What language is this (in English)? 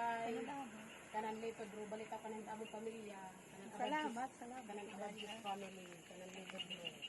Waray